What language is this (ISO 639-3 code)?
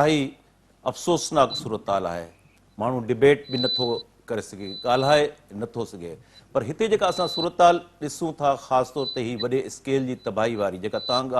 snd